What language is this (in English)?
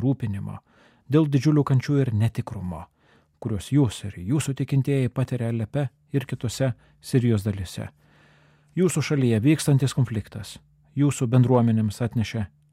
Lithuanian